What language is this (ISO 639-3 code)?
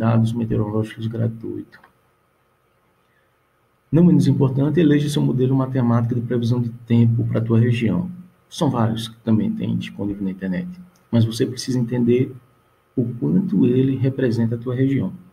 por